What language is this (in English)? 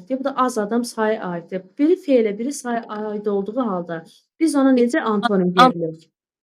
Azerbaijani